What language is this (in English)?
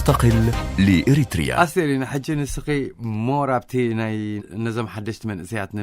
Tigrinya